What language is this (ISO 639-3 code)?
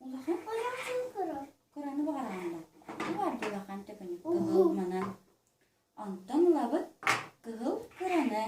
sah